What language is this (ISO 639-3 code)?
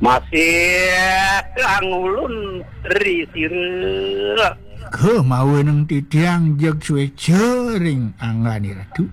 ban